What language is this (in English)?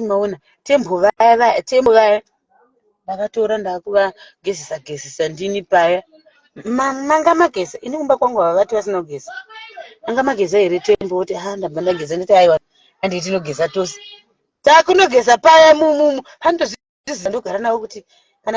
Shona